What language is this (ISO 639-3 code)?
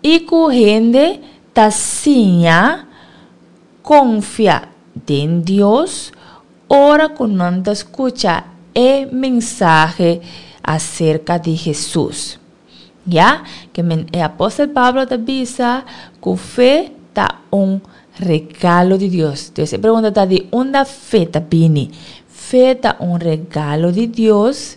pap